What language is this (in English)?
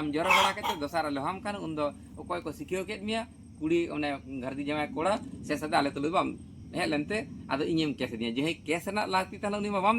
Santali